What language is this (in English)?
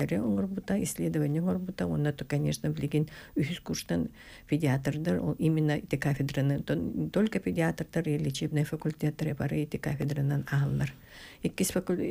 Yakut